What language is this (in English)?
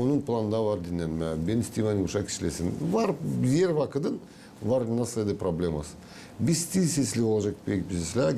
Gagauz